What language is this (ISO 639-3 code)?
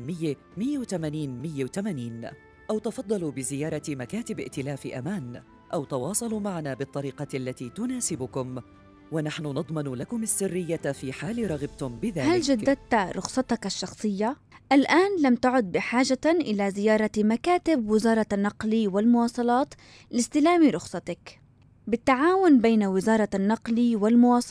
ara